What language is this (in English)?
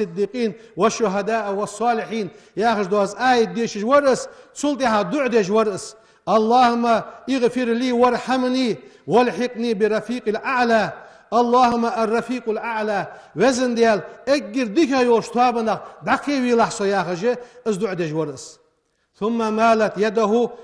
Ingush